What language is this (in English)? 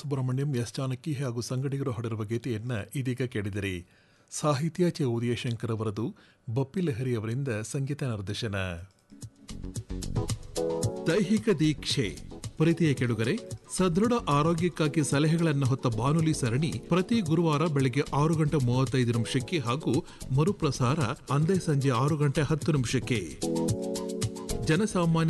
Kannada